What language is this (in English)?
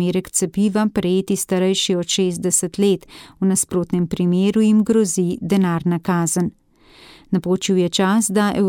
Slovenian